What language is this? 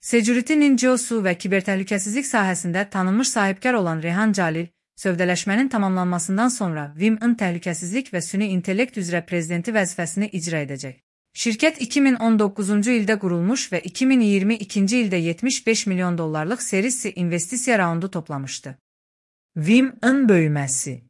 Azerbaijani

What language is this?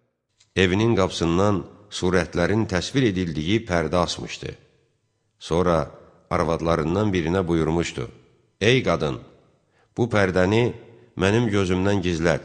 Azerbaijani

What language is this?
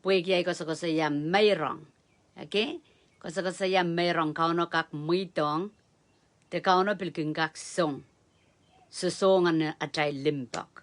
Pohnpeian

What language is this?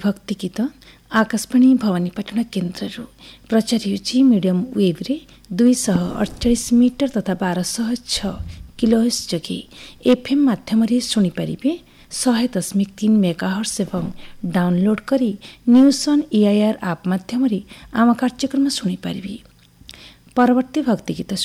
Odia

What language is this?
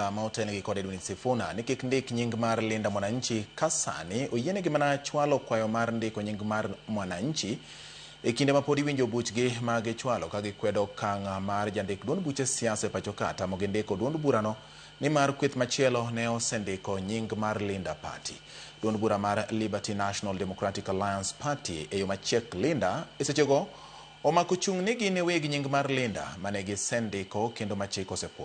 Luo (Kenya and Tanzania)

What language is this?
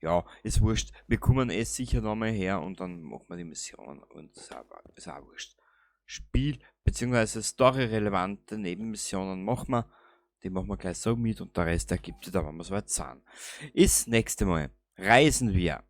Bavarian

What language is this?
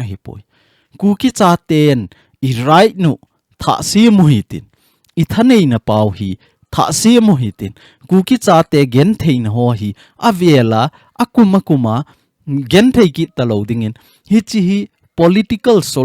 Thado Chin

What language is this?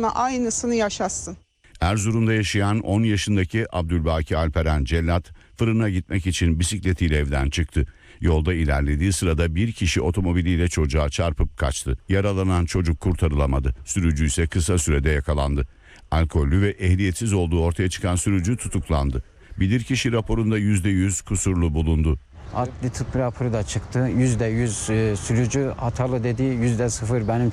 Turkish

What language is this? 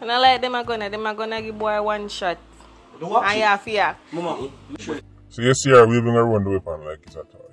Jamaican Creole English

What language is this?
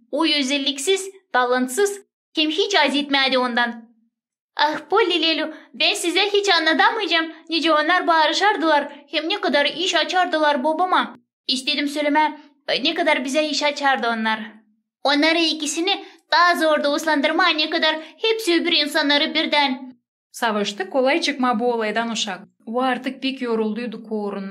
Gagauz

